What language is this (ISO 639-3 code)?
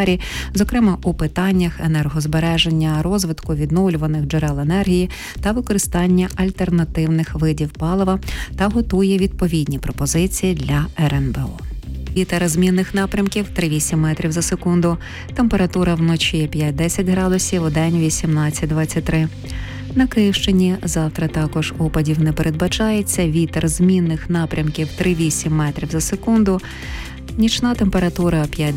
ukr